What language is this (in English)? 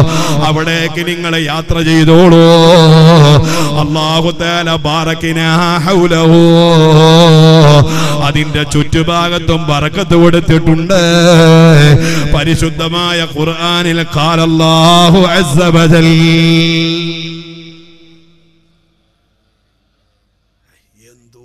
Malayalam